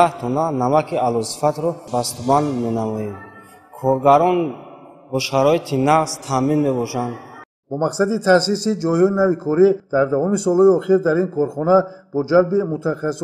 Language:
Tajik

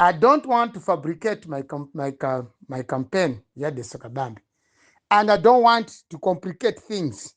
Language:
Nyanja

